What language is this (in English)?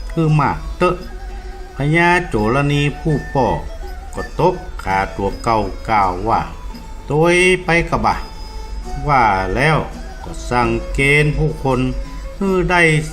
Northern Thai